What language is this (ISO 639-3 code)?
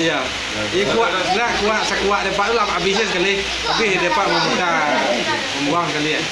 min